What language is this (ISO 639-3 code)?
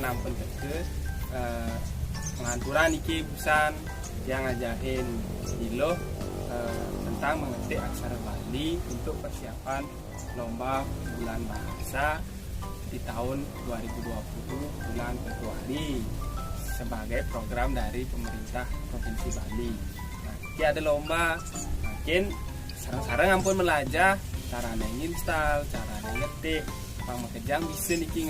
ban